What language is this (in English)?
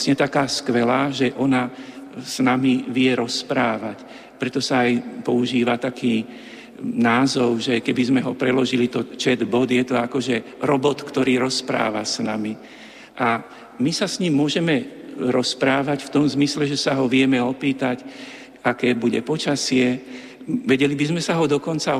Slovak